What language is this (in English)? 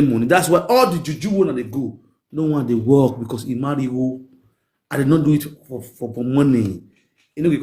Nigerian Pidgin